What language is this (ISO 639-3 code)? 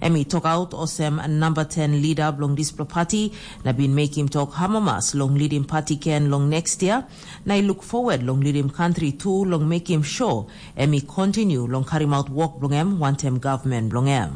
tpi